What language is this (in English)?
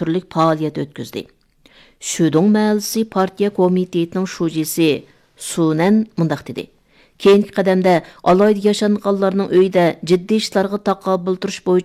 Uyghur